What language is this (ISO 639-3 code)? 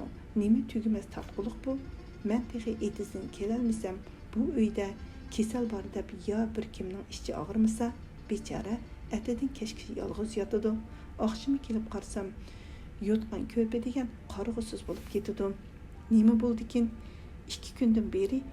uig